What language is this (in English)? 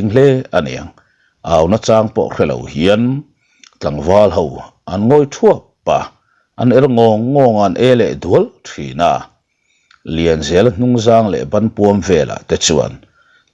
Mizo